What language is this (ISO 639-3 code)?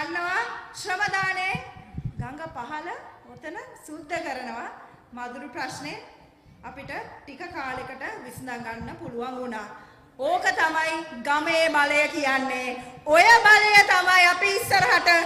sin